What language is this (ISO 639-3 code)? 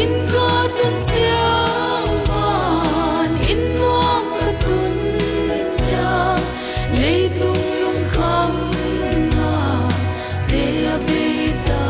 pck